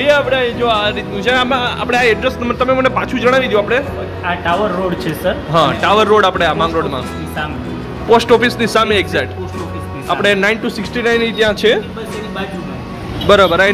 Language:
Gujarati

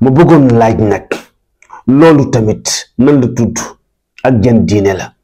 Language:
Wolof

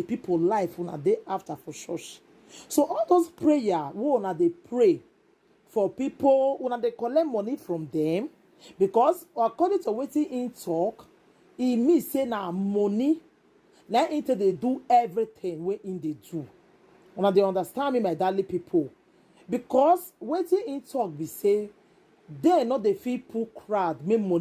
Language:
Nigerian Pidgin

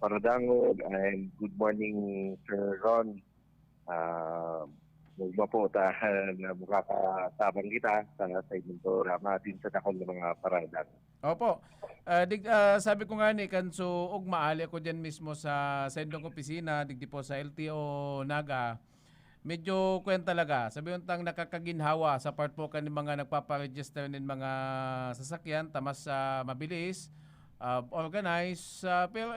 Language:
Bikol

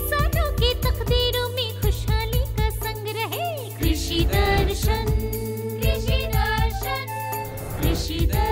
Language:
Hindi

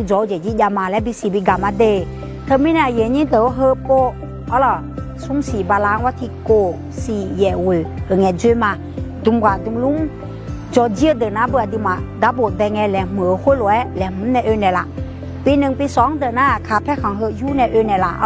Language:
Akha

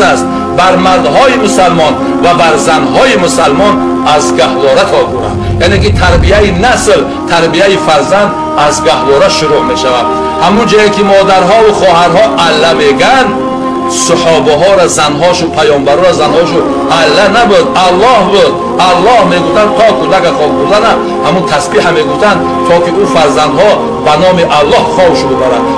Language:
Tajik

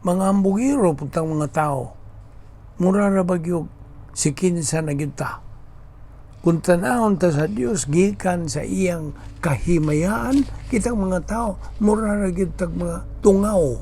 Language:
Cebuano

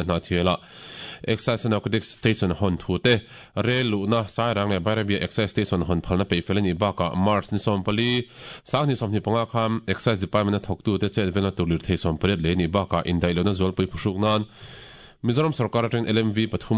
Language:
Mizo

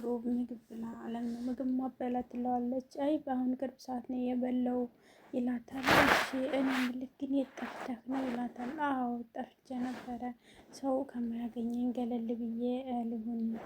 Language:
Amharic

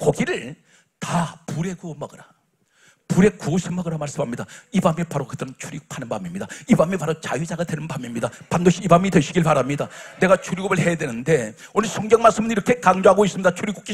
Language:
Korean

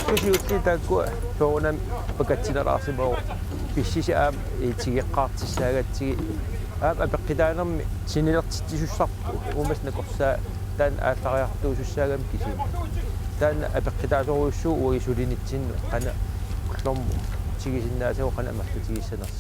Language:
Kalaallisut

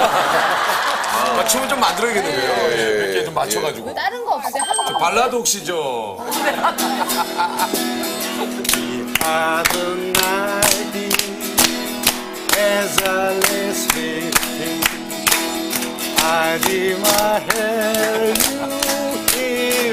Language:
Korean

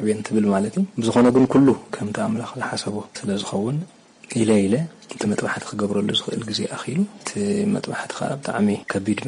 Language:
Tigrinya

